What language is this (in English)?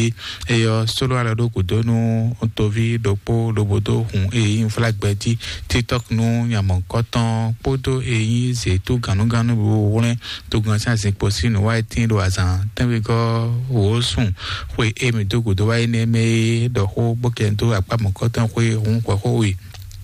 Fon